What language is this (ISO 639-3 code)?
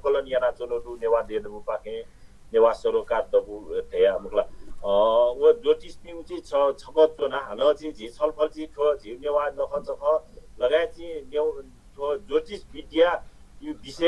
new